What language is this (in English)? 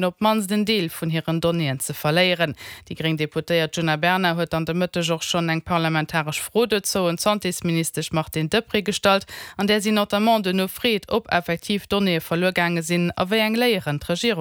Luxembourgish